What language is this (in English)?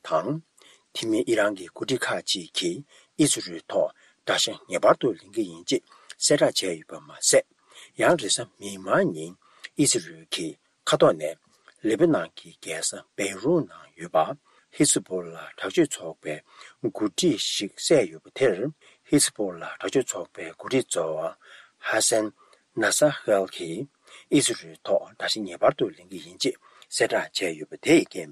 Tibetan